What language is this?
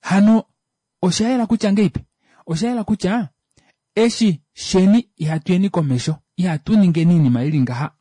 Kuanyama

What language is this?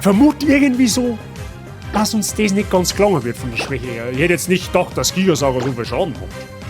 Bavarian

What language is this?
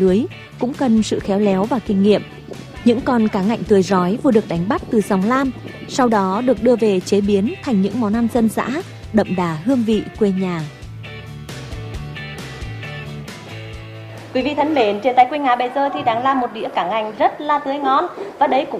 Vietnamese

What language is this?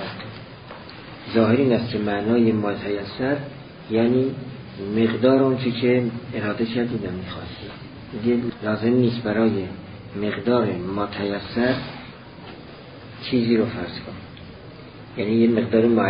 Persian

